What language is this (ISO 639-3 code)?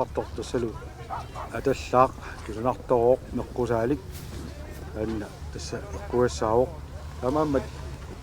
kal